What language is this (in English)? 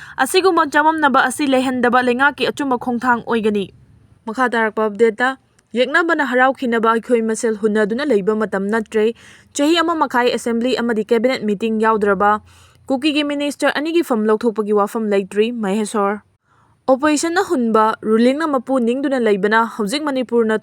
Manipuri